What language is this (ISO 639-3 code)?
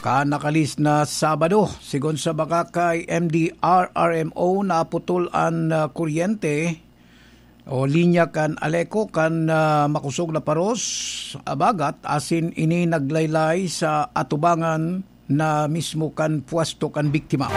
bik